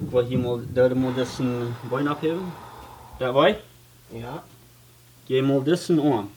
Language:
Plautdietsch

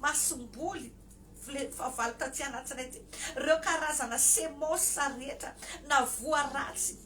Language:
Malagasy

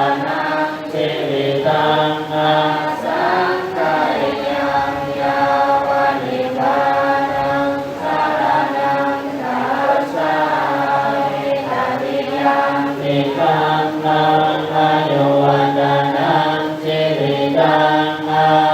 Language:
Pali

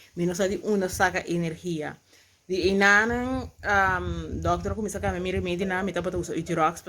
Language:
Papiamento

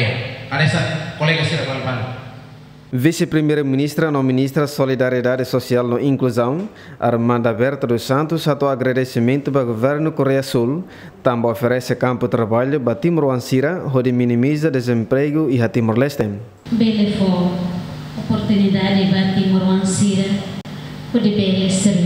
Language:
Tetum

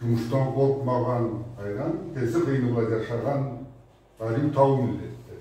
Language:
Karachay-Balkar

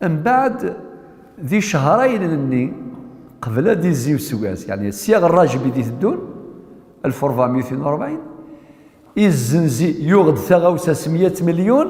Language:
Kabyle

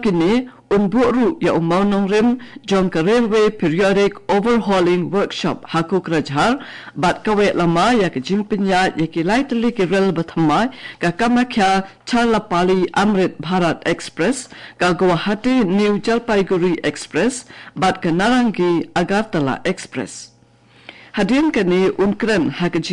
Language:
Khasi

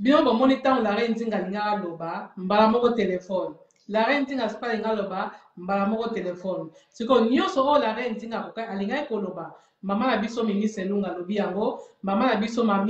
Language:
Lingala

